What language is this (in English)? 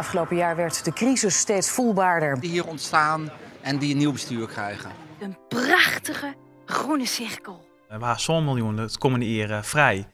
Western Frisian